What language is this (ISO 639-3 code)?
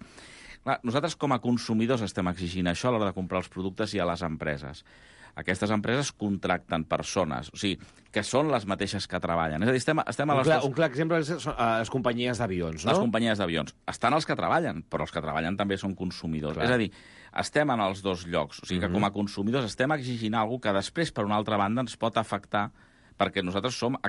cat